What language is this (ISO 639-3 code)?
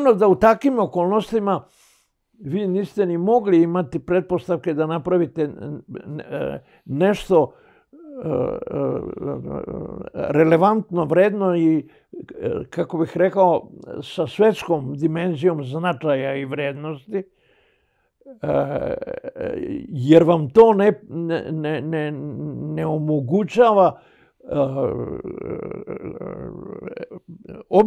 srp